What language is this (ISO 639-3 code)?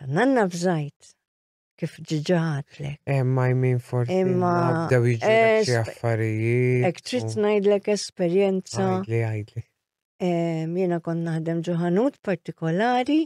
mlt